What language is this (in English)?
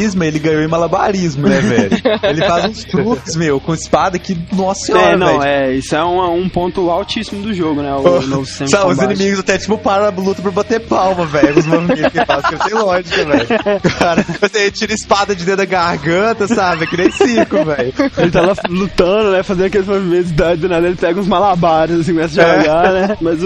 Portuguese